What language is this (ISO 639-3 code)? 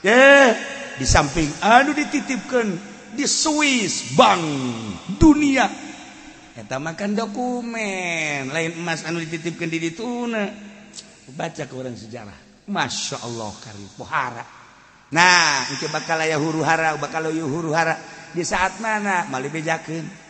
sun